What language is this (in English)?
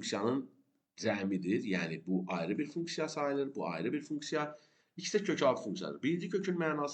Azerbaijani